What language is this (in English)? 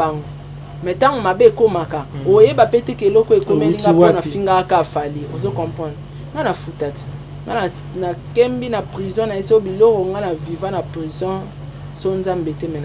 Lingala